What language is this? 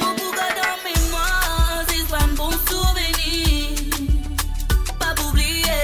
Morisyen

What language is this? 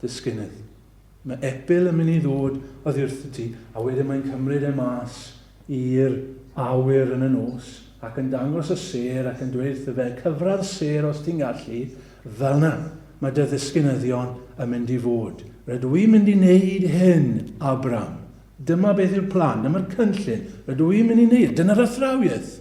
Welsh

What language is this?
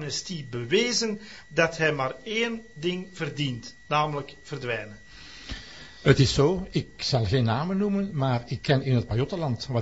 Dutch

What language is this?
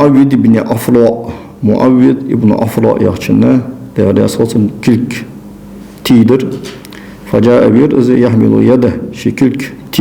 Ingush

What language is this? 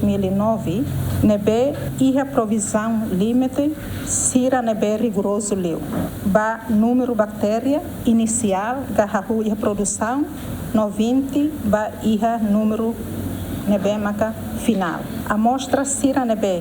Tetum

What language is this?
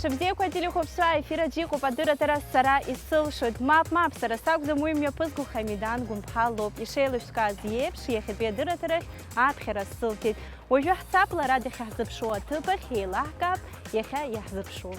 Abkhazian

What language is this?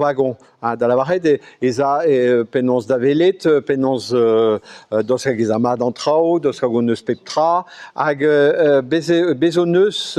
Breton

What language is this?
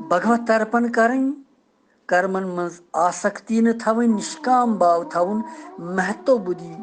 Kashmiri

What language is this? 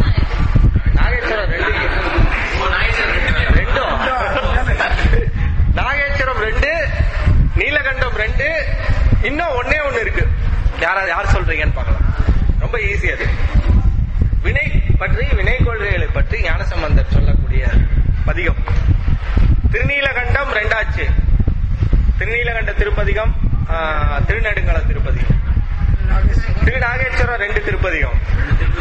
Tamil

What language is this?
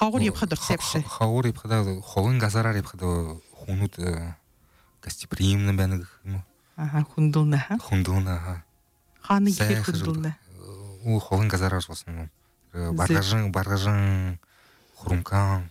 Buriat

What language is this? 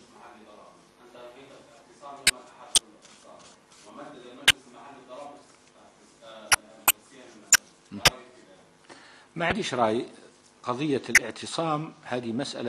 Arabic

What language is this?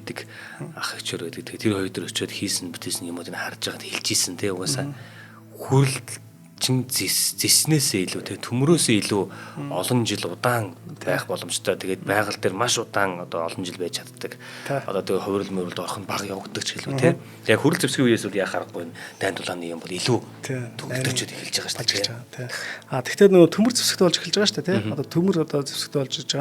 Mongolian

